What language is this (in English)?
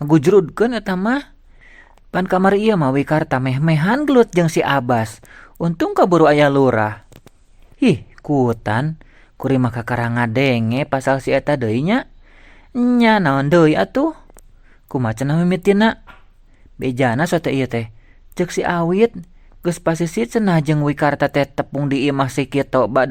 Sundanese